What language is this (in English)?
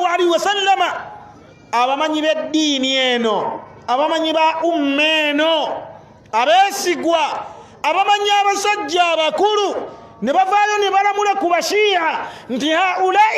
Ganda